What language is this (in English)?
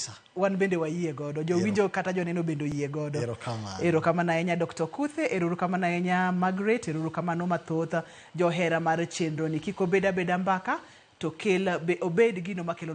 Luo (Kenya and Tanzania)